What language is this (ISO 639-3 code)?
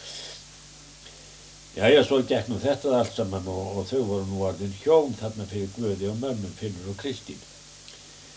isl